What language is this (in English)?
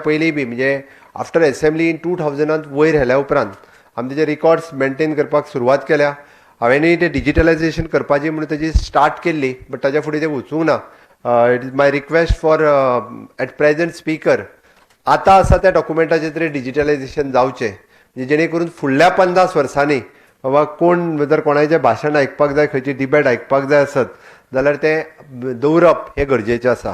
Konkani